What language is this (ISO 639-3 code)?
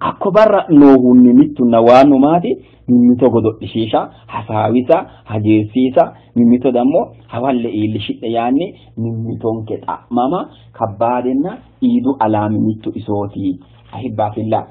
sid